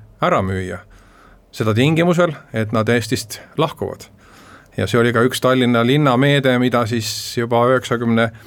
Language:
Estonian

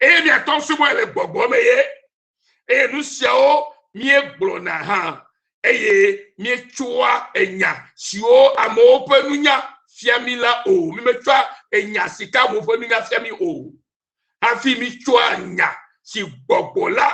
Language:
Ewe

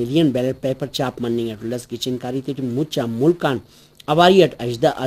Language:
Brahui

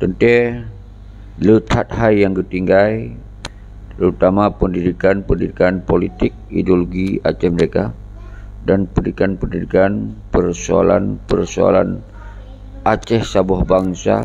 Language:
Achinese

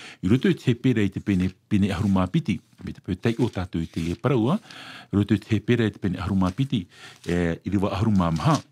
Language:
Tahitian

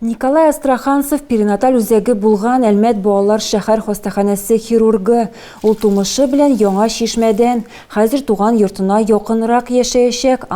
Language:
Tatar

